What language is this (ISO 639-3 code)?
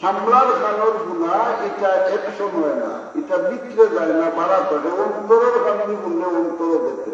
syl